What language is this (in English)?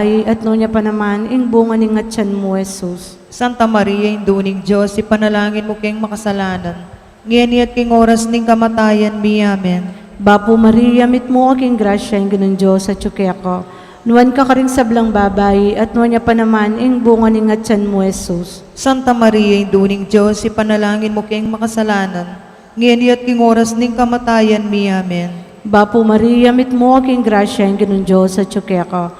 Pampanga